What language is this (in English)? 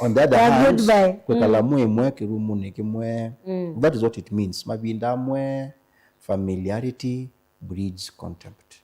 Kamba